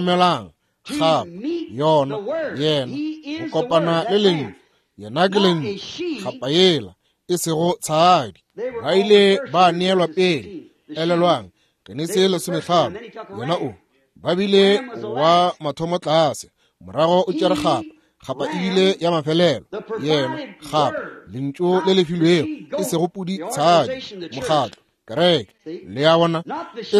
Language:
Northern Sotho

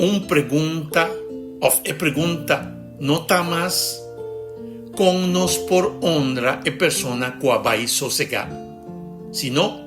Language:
Papiamento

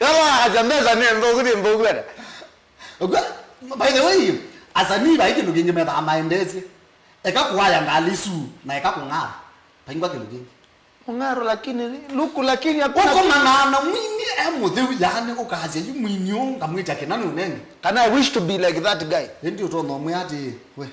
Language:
Kamba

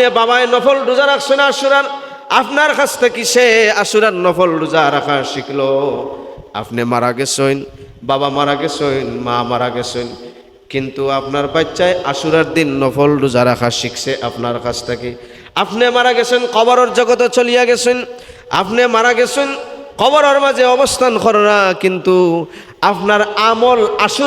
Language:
Sylheti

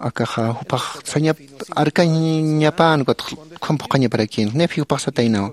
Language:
Aymara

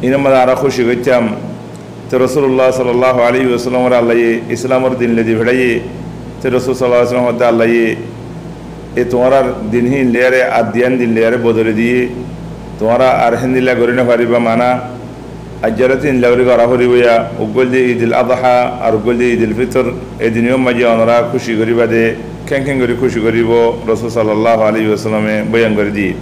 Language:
Rohingya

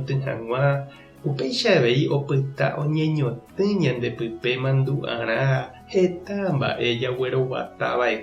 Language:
Guarani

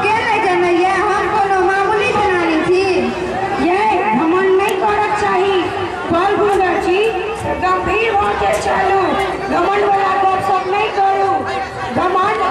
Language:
Maithili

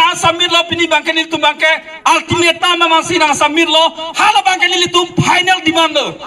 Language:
Karbi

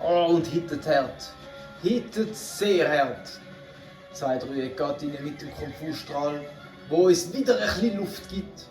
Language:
Swiss German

